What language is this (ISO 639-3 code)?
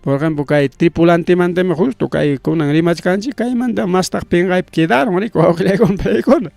quy